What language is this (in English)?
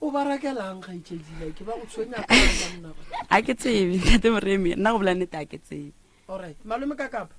Northern Sotho